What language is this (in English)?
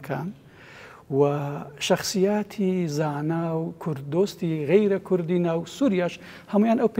Central Kurdish